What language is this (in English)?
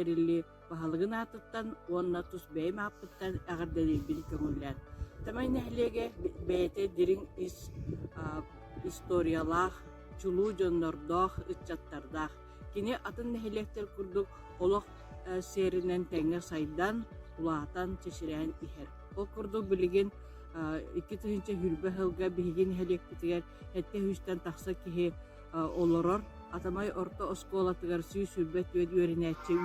Yakut